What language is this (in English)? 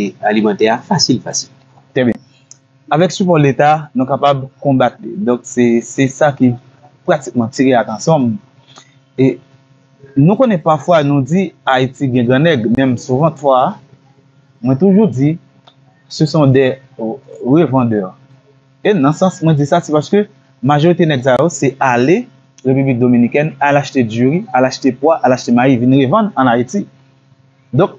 Haitian Creole